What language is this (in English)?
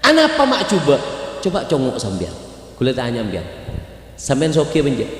Madurese